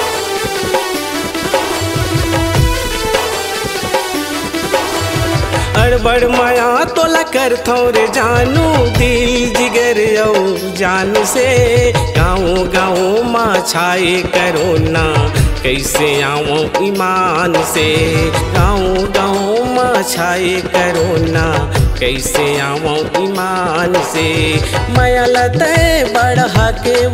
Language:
Chhattisgarhi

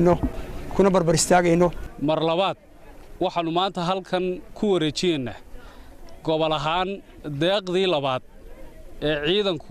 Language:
Somali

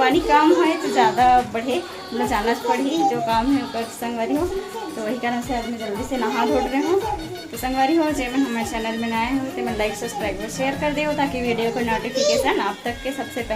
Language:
Chhattisgarhi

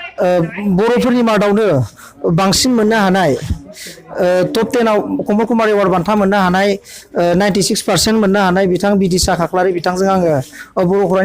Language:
Bodo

